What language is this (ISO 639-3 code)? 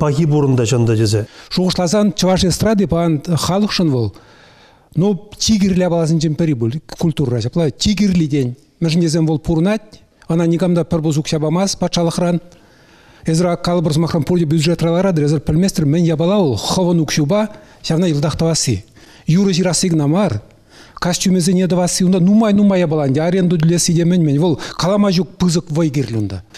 chv